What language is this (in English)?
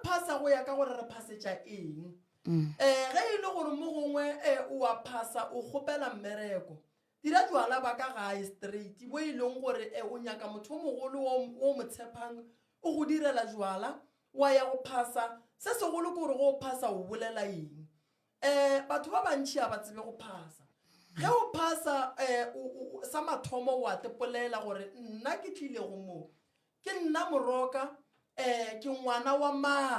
Northern Sotho